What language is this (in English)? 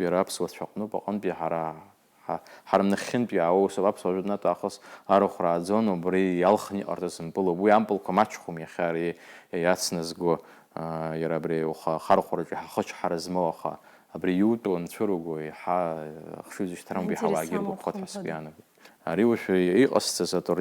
Abkhazian